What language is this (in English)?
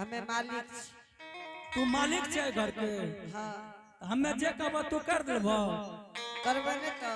Angika